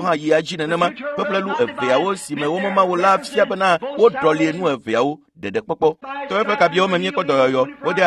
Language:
Ewe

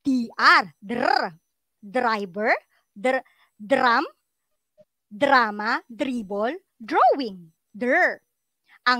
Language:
Filipino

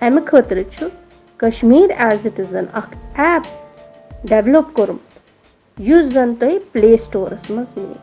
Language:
Kashmiri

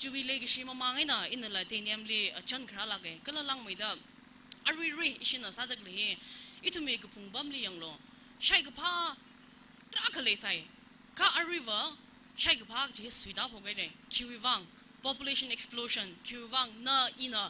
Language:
Tangkhul Naga (India)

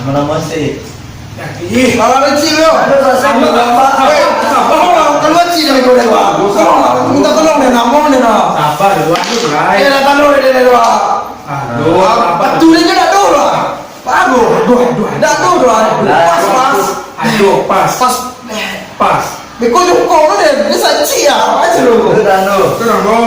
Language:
Minangkabau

